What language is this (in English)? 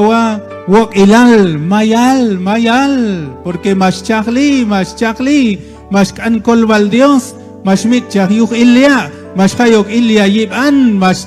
Q'anjob'al